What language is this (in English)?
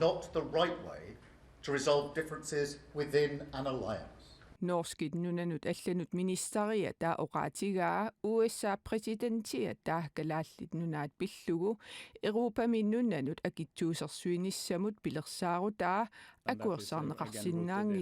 Kalaallisut